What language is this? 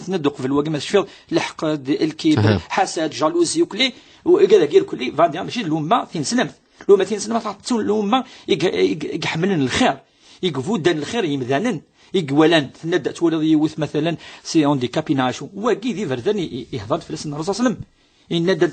Kabyle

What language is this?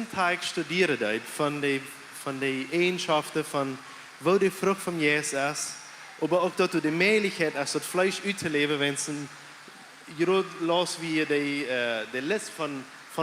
Plautdietsch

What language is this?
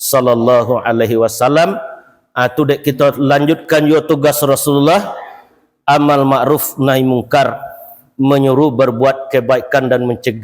Minangkabau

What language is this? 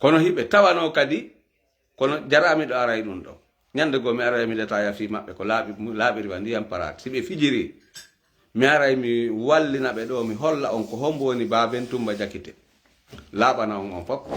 Fula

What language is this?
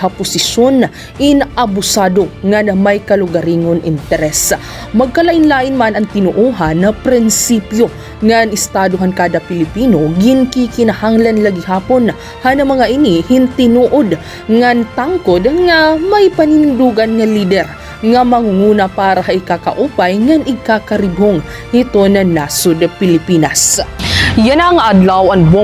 Waray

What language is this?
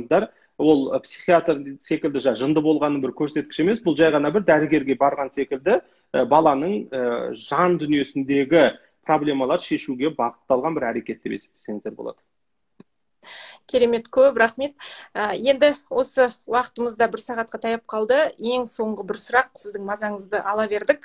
Kazakh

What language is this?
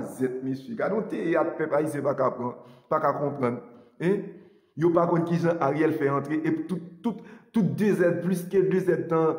Haitian Creole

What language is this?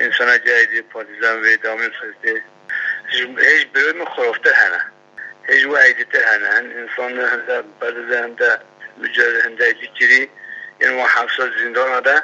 Kurdish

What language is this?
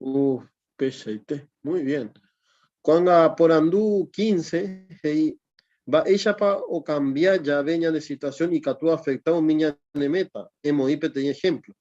Guarani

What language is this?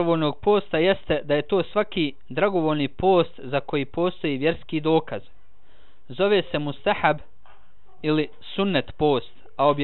Bosnian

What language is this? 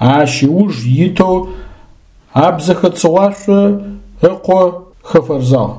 Adyghe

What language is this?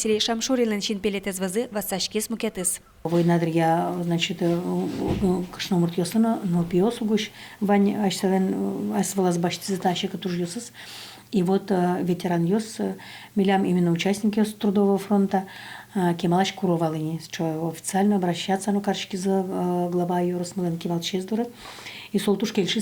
Udmurt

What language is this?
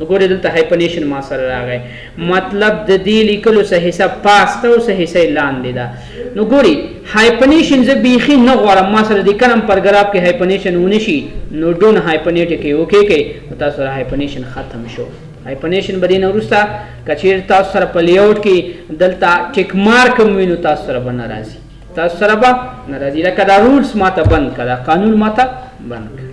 Pashto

